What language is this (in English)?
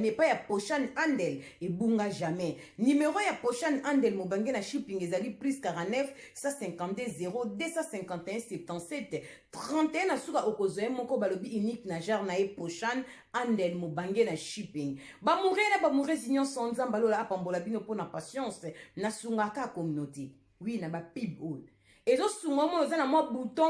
Lingala